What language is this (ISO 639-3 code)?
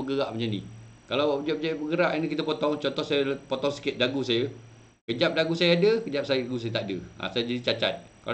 msa